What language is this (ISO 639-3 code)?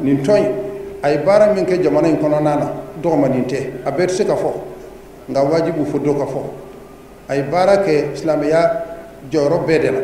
bam